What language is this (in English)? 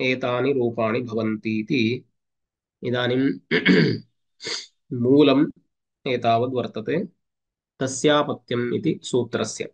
Sanskrit